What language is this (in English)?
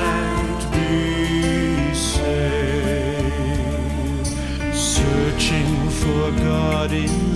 Estonian